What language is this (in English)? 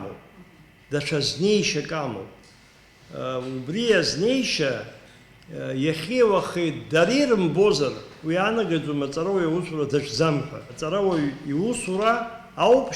Abkhazian